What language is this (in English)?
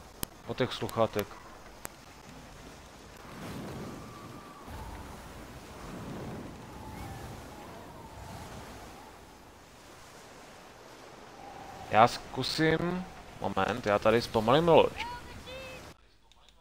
Czech